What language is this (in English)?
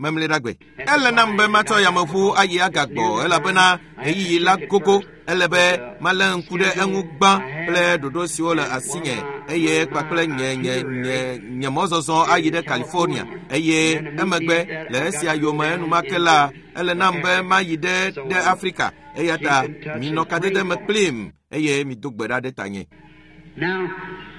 Ewe